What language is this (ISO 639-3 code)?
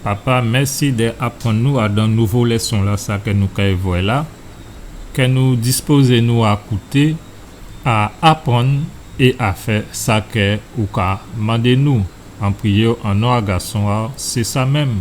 gcf